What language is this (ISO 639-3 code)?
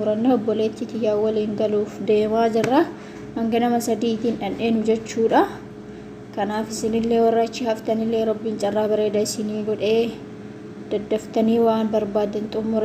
orm